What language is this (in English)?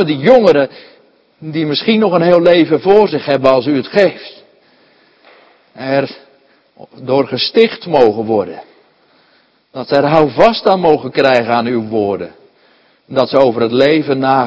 Dutch